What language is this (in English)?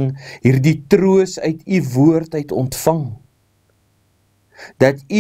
Afrikaans